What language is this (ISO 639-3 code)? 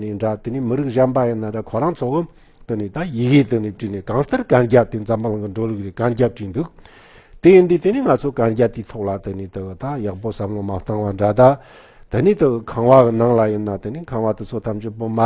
bod